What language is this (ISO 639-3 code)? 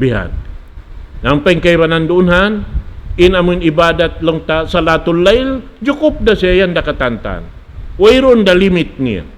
tsg